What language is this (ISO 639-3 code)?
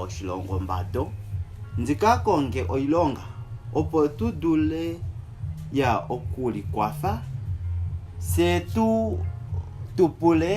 kua